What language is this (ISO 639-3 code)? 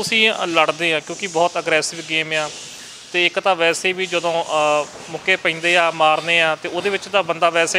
pan